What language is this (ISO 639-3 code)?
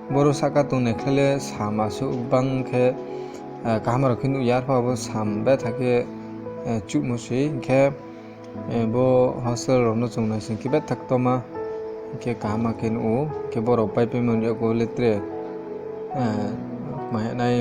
ria